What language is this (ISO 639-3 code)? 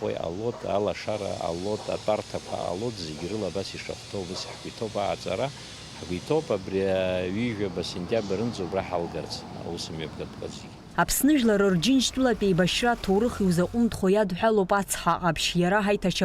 abk